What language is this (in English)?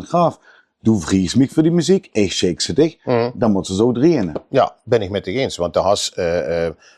Limburgish